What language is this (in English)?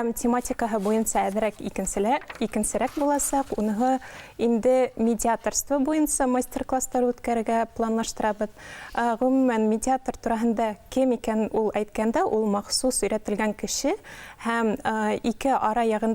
Bashkir